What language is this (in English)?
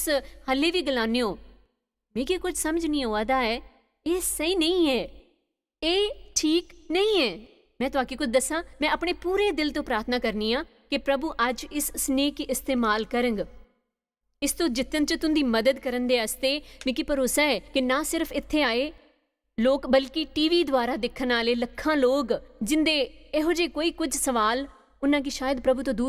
Dogri